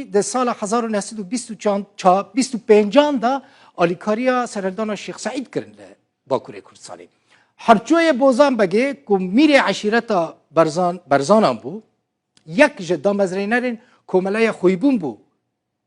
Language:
Kurdish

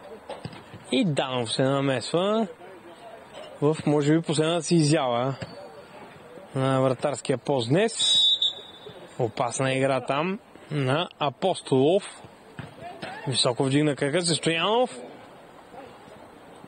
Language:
Bulgarian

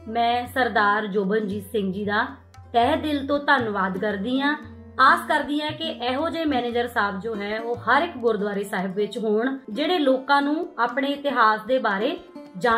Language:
Punjabi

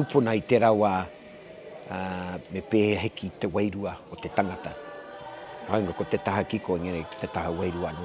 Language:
Māori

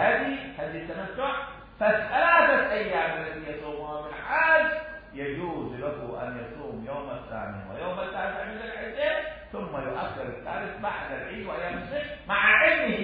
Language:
Arabic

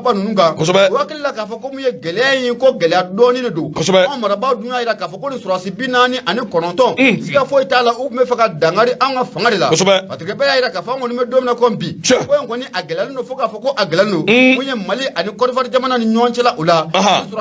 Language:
Bambara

